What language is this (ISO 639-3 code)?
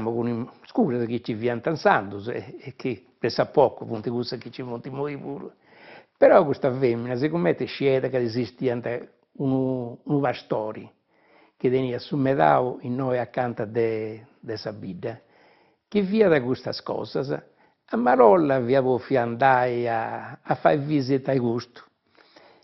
srd